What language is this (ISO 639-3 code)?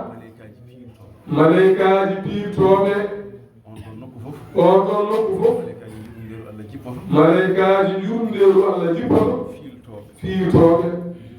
ful